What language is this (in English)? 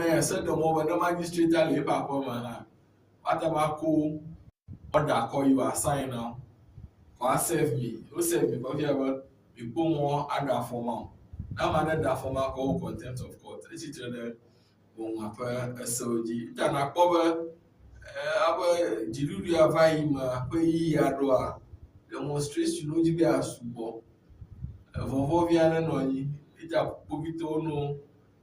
Ewe